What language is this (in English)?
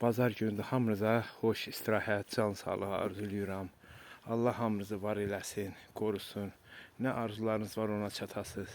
Azerbaijani